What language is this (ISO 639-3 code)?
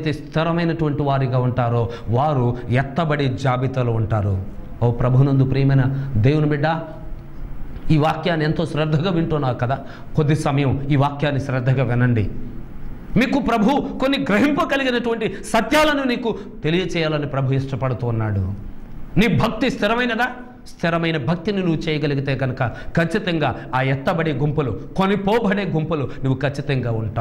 tel